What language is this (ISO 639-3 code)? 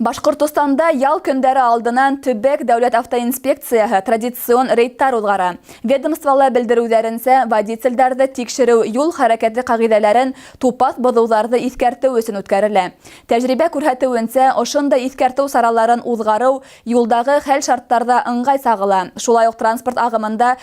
bak